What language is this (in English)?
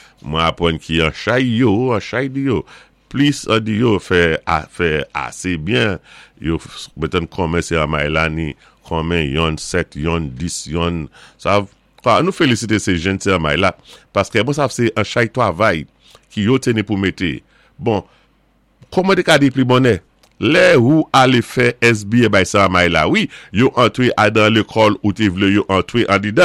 Saint Lucian Creole French